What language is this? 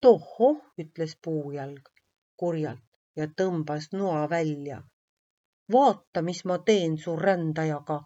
Estonian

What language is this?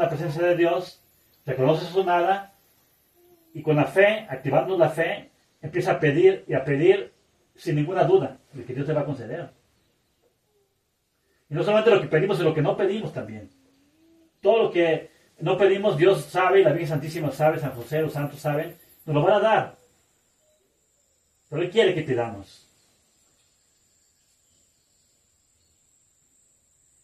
Spanish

